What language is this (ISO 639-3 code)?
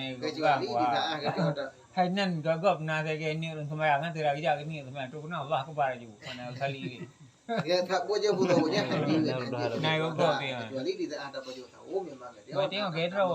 ace